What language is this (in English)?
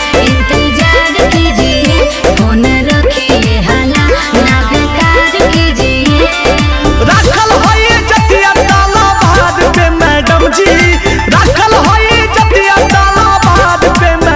Magahi